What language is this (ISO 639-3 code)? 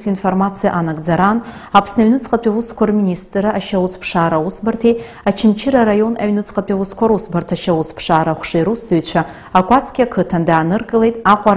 abk